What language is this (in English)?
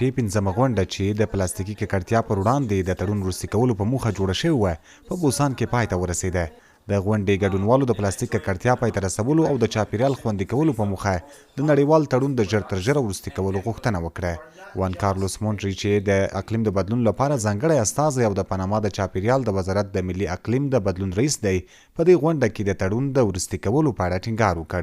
Pashto